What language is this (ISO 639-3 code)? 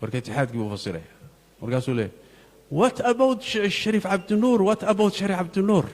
som